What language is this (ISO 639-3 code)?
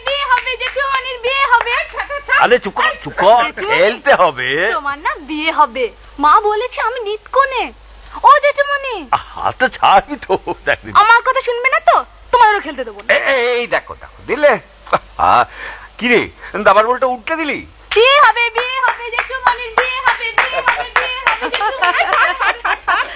ben